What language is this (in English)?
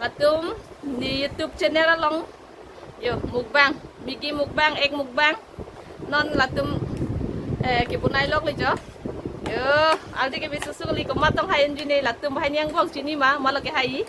Karbi